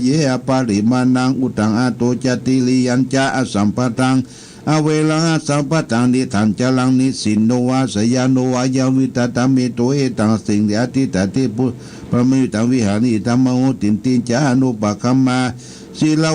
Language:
Pali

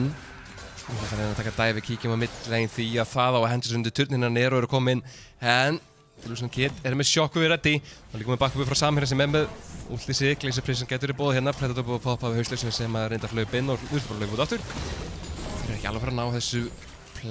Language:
Icelandic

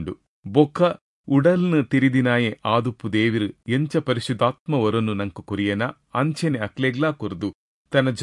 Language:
Tulu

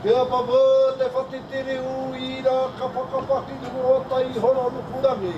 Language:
Māori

